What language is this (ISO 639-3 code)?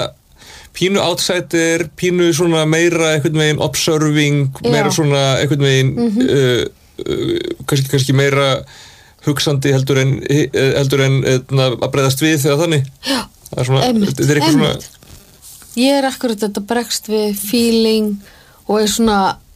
isl